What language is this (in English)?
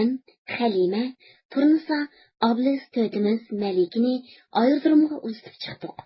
Uyghur